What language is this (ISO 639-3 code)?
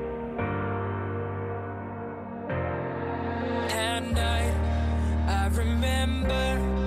eng